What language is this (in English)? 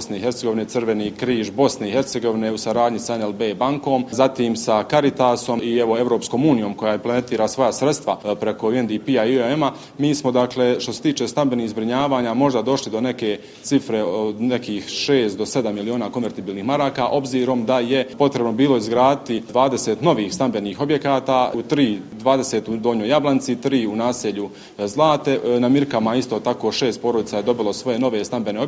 Croatian